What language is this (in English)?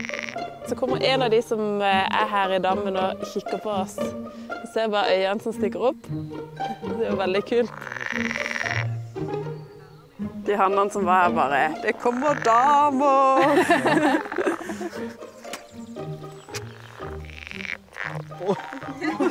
Norwegian